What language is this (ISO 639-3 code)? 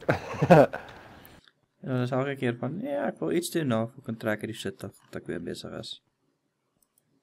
afr